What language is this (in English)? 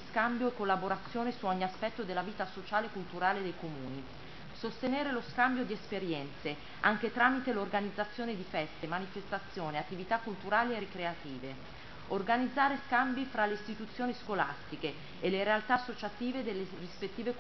Italian